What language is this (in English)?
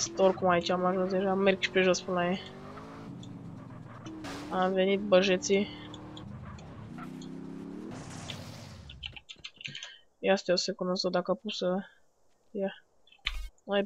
Romanian